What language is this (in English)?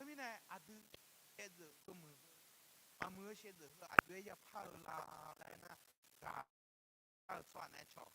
Akha